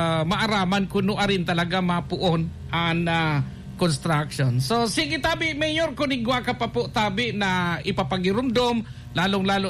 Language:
Bikol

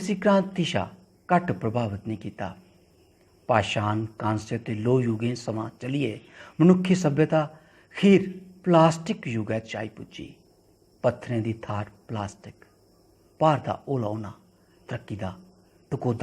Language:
Dogri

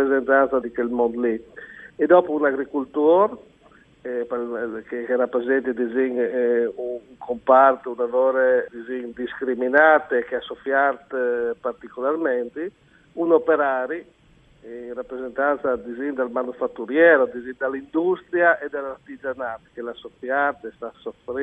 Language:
Friulian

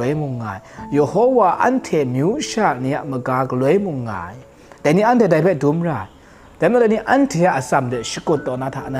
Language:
Kachin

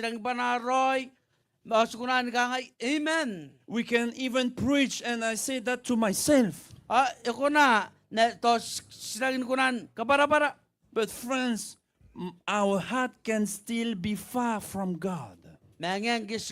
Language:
Gilbertese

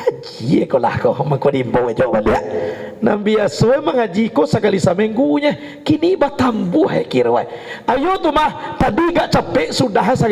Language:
Minangkabau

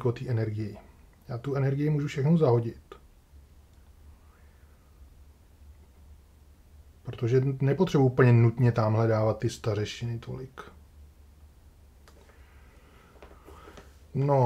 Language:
Czech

